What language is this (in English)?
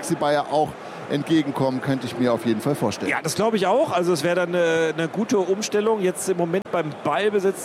German